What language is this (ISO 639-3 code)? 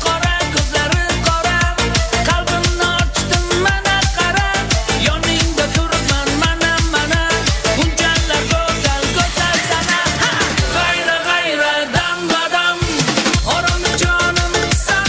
kaa